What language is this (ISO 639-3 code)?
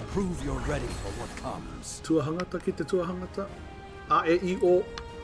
mri